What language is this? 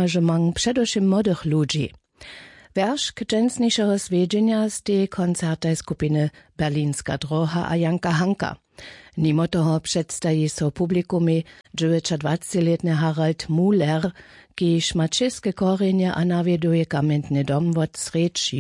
Upper Sorbian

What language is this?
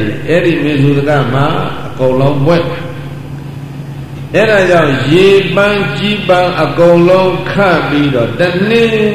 Burmese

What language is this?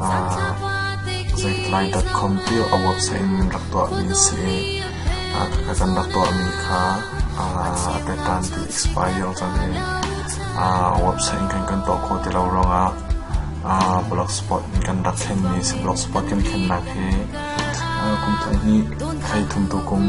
Hakha Chin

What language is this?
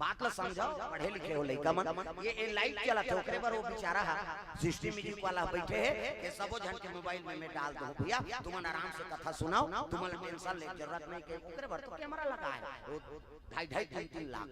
Chhattisgarhi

